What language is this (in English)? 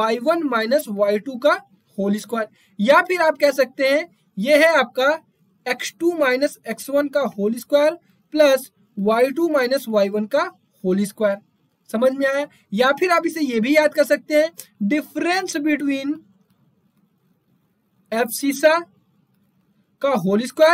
Hindi